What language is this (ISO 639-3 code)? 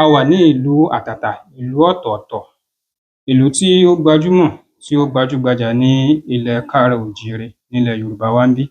yor